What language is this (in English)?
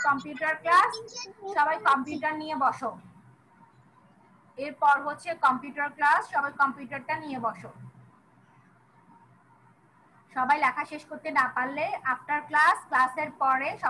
Bangla